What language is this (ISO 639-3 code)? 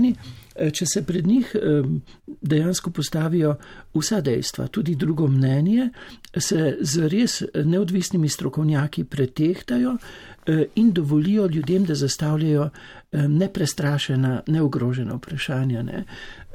slv